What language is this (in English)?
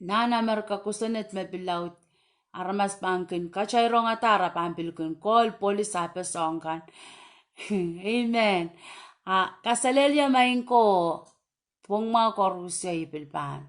Pohnpeian